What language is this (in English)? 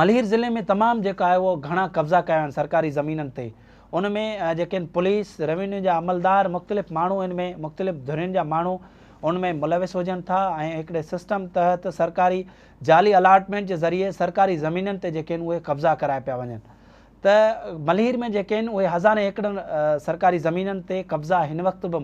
Sindhi